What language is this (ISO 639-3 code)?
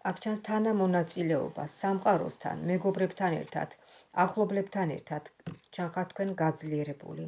kat